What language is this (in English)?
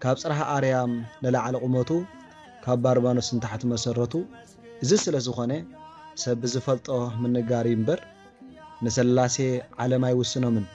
Tigrinya